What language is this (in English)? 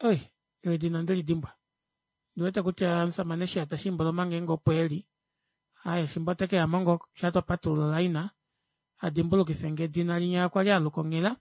Kuanyama